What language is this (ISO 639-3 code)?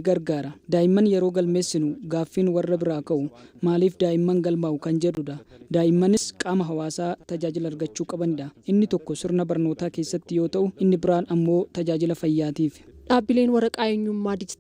orm